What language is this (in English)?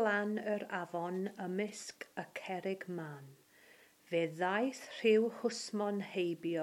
Welsh